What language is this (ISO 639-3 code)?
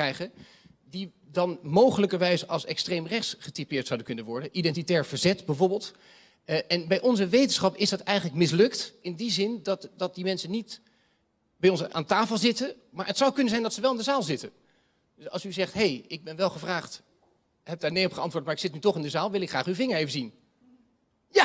nld